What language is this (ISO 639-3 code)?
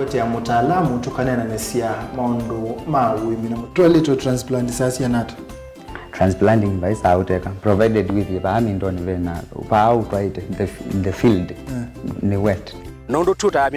kam